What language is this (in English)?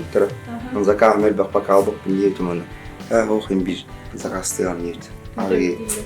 Yakut